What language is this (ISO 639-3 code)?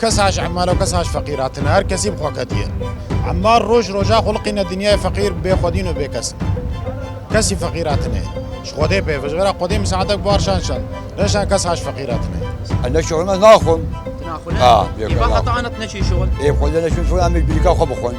kur